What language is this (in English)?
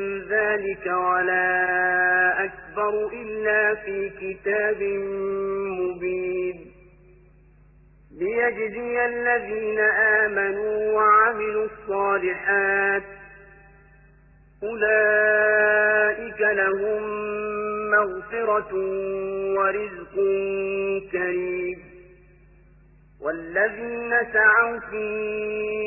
Arabic